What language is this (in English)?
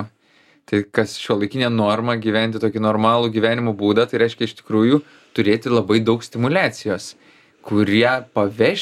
Lithuanian